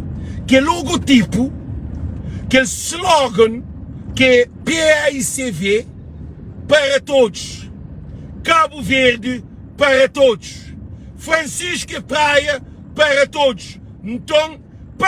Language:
Kabuverdianu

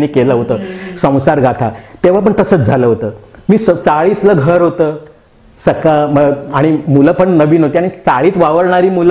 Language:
Marathi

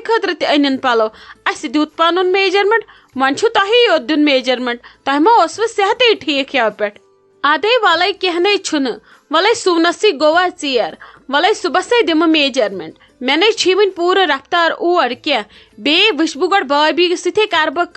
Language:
Kashmiri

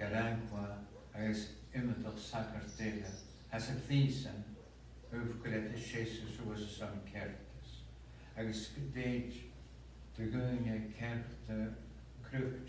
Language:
Scottish Gaelic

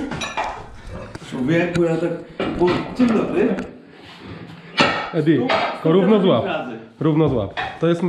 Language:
Polish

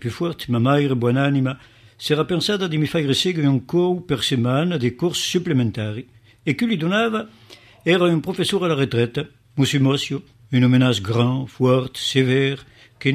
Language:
Occitan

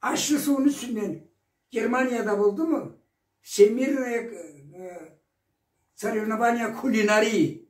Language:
Karachay-Balkar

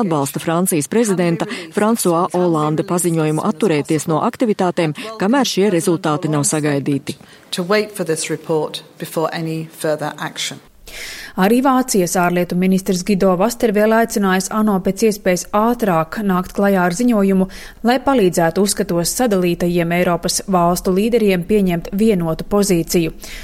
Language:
Latvian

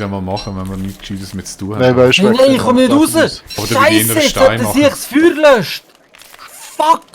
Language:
Swiss German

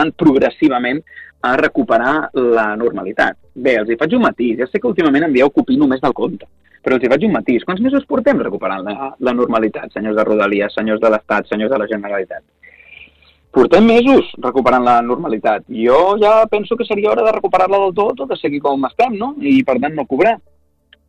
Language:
Catalan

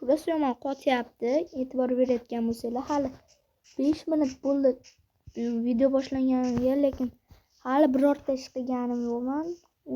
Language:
Uzbek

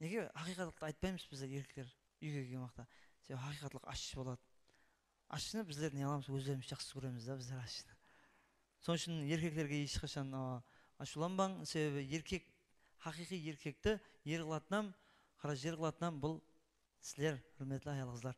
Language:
Kara-Kalpak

